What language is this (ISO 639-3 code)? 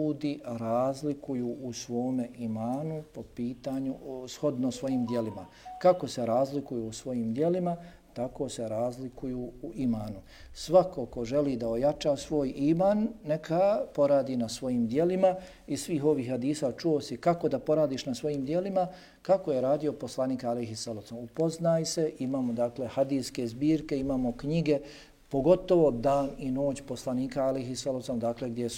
bos